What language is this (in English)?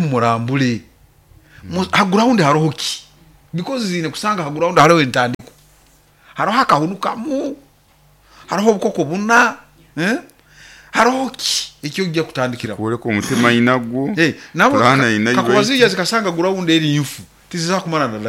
Nyoro